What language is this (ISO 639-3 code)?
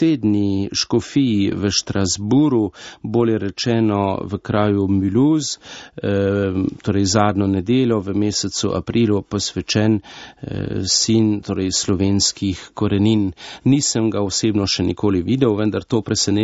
slv